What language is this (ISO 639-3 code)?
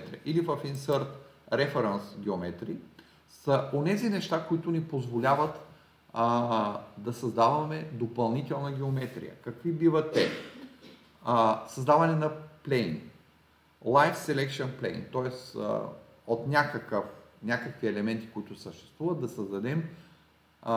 bul